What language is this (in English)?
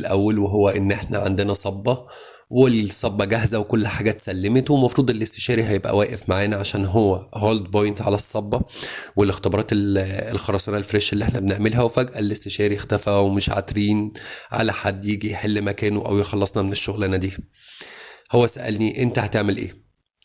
Egyptian Arabic